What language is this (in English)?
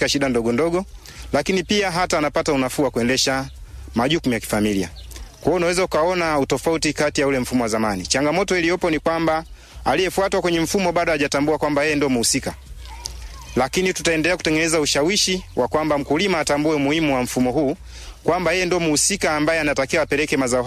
Swahili